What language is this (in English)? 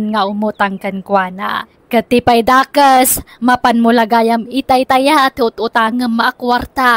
Iloko